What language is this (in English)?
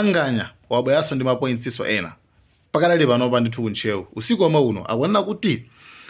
Nyanja